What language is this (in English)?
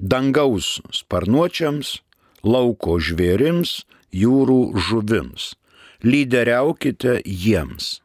Lithuanian